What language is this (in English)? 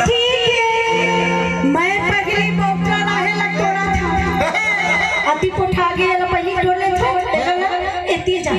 Chhattisgarhi